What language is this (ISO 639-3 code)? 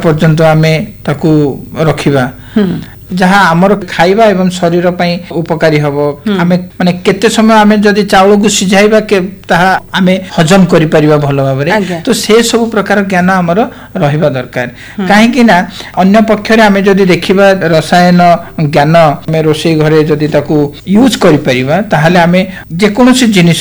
ori